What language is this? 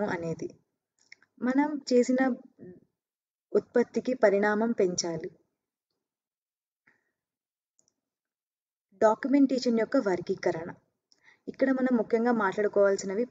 Telugu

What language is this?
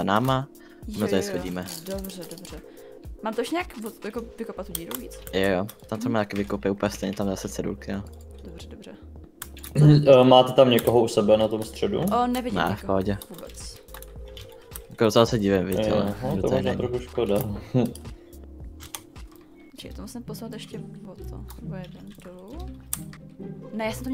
Czech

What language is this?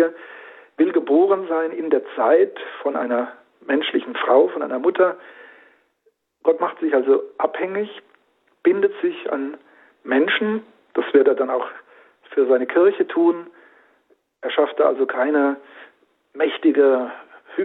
German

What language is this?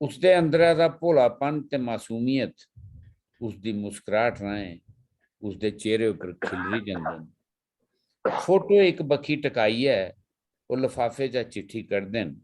Dogri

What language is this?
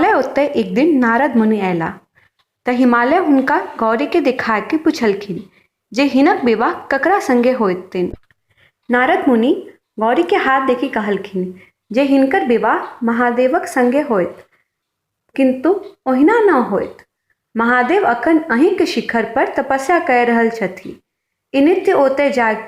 Maithili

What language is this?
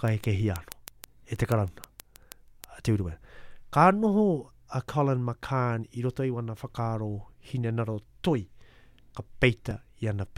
Māori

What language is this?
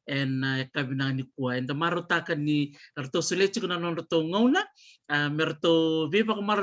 Fijian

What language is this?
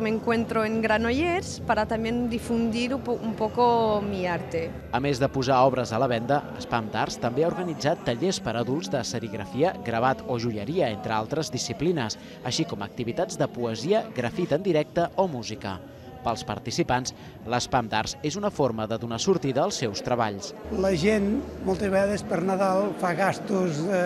Catalan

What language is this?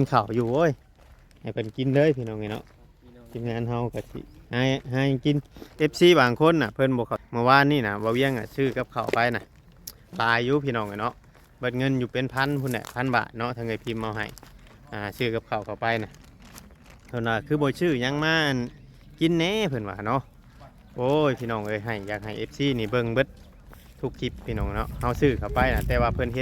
Northeastern Thai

